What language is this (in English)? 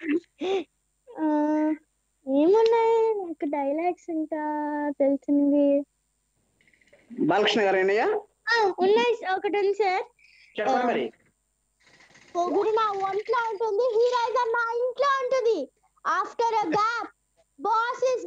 Telugu